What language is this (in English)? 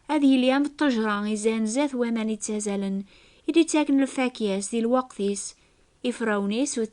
Kabyle